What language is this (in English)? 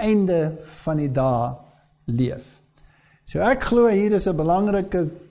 Afrikaans